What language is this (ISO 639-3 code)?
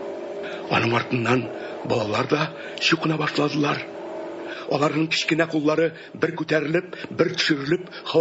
tat